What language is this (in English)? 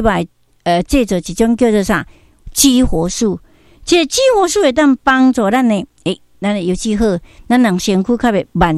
Min Nan Chinese